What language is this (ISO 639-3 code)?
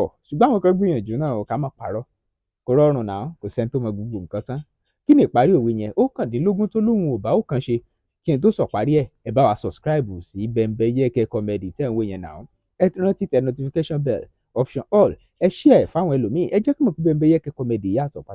yor